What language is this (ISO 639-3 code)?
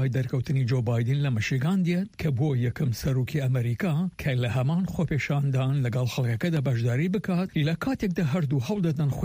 ckb